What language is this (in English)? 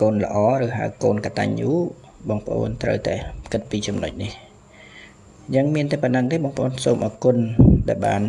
Khmer